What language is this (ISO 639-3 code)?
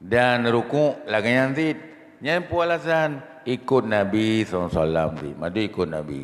ace